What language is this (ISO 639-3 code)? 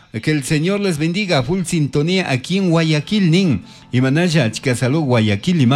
qug